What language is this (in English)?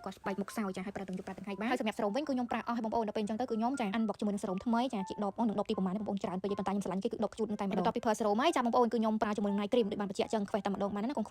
Khmer